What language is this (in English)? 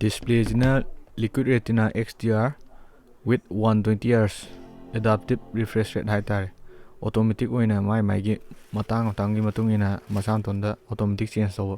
Manipuri